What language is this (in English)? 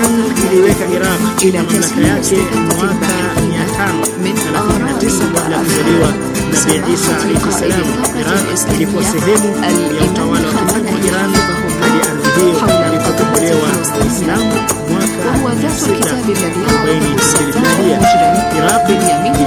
Swahili